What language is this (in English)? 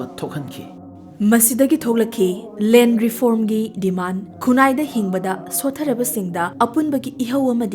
Manipuri